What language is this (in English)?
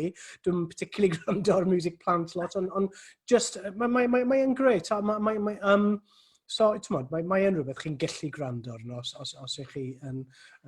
Welsh